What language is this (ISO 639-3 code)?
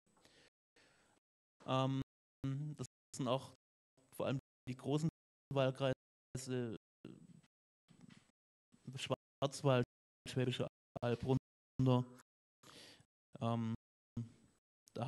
deu